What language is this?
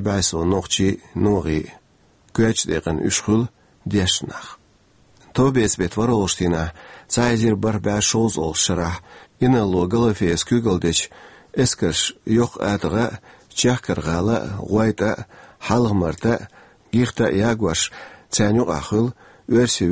Chechen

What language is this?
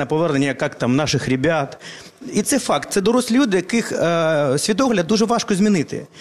Ukrainian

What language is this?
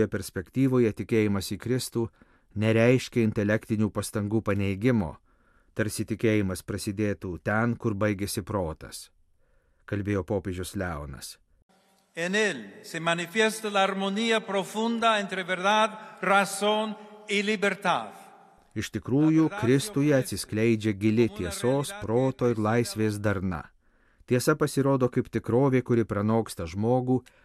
Lithuanian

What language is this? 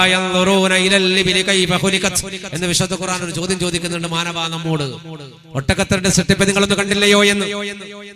Malayalam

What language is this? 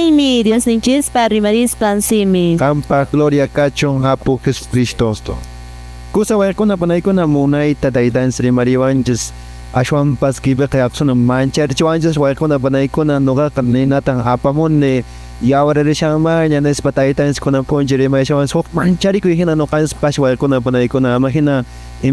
Quechua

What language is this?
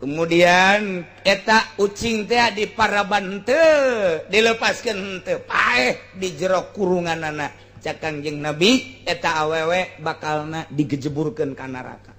Sundanese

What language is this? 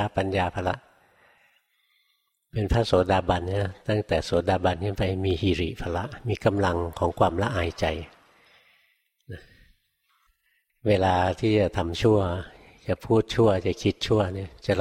Thai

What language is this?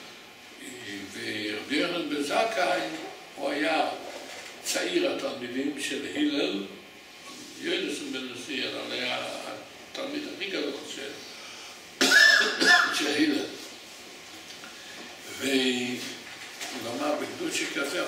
Hebrew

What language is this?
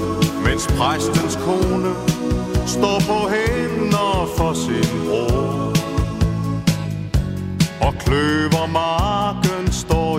Danish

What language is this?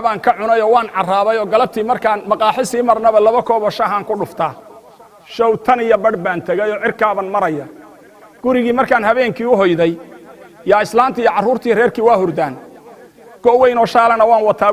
Somali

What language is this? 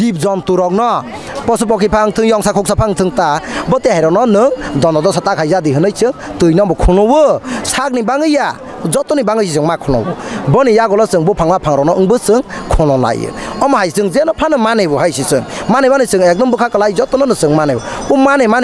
Kok Borok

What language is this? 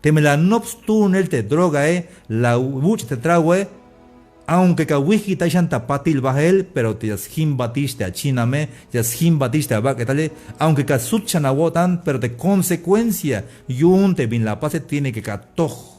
Tzeltal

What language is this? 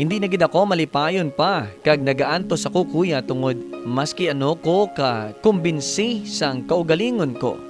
Hiligaynon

